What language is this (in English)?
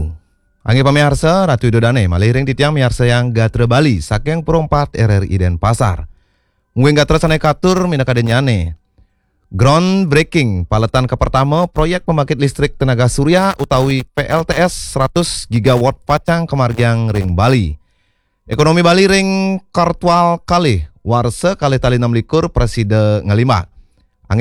Balinese